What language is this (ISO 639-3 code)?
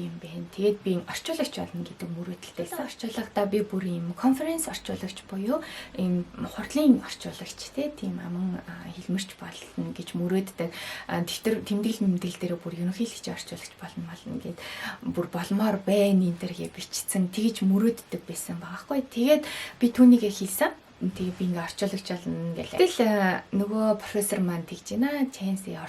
mon